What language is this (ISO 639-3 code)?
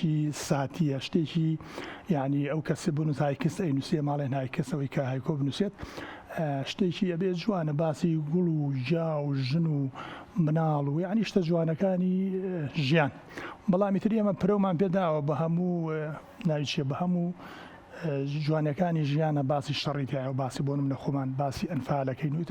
ckb